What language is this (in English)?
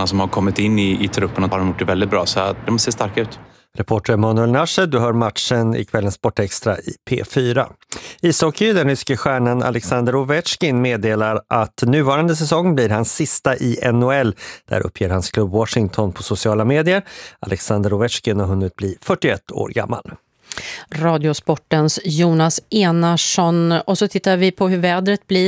Swedish